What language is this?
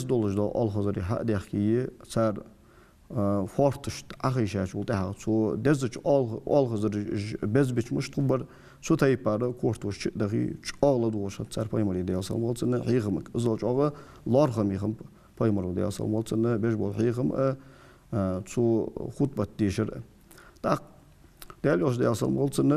Ingush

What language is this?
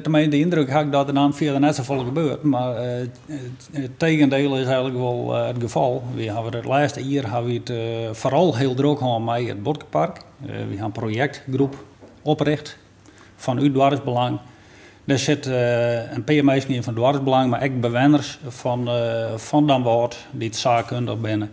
Western Frisian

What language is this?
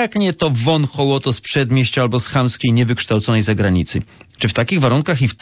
Polish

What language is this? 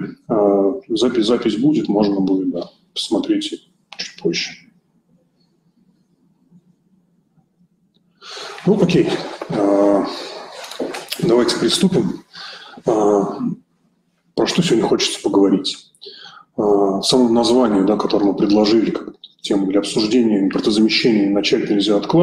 Russian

